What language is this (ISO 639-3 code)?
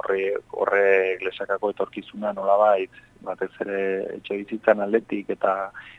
eus